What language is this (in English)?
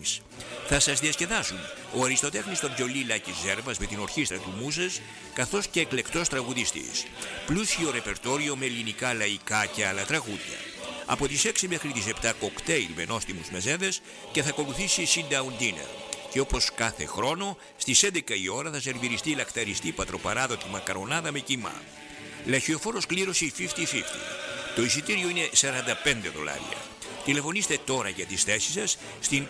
Greek